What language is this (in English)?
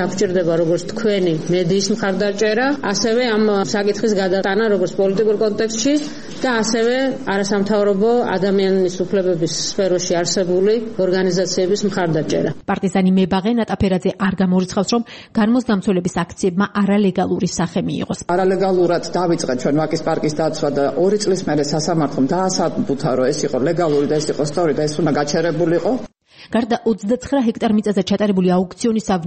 Georgian